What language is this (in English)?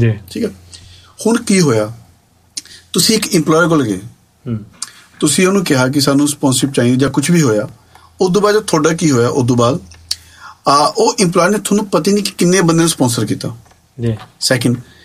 Punjabi